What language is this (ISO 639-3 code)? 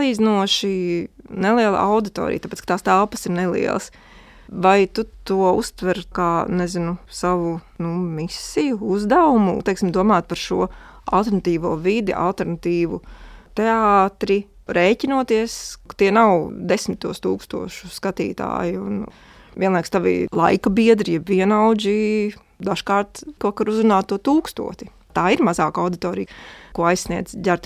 lav